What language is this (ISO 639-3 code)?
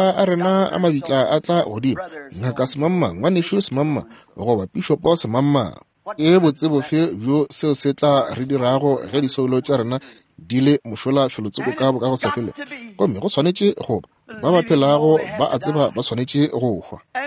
nso